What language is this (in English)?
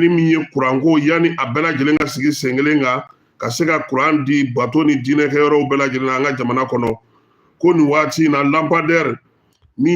Bambara